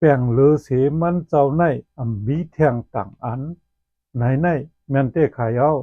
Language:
Shan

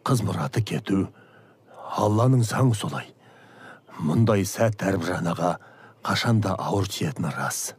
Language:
Kazakh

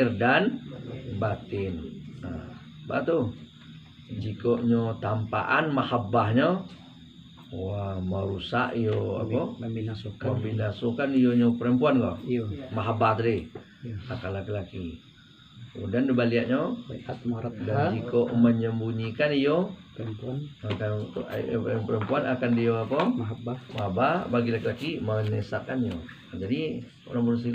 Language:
Minangkabau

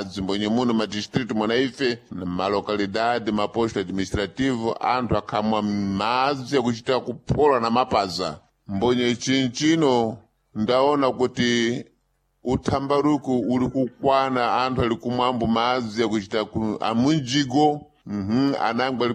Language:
Sena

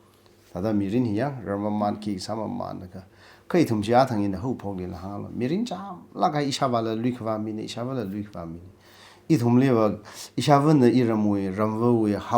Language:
Tangkhul Naga (India)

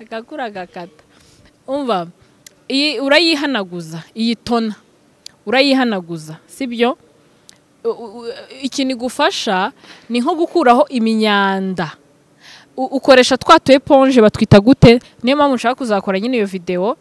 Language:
Kinyarwanda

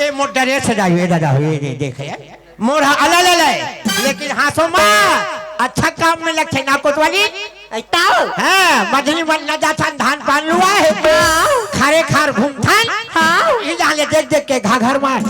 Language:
Chhattisgarhi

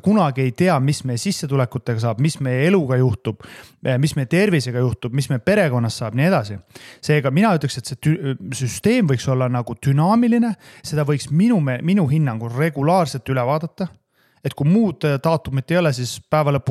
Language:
Estonian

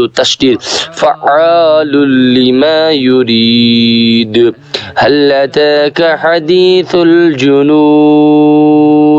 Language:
Kashmiri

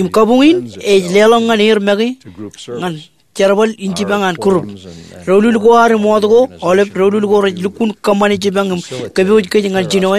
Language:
Marshallese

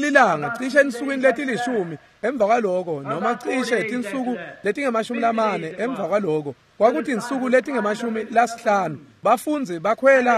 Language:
Swati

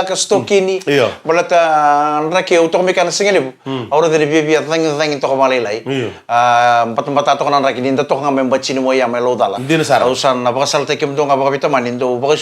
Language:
Fijian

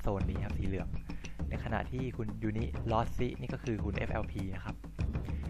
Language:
Thai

